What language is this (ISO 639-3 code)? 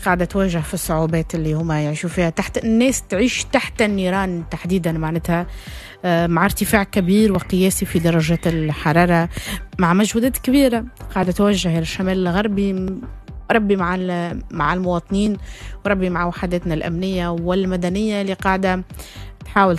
aeb